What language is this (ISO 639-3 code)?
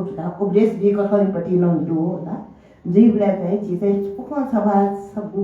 new